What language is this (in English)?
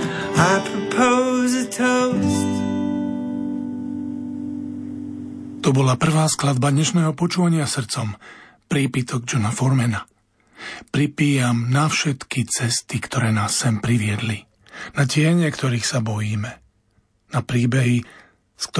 Slovak